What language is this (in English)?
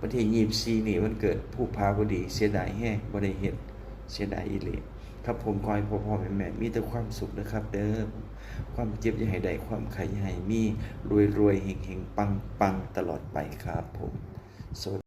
Northeastern Thai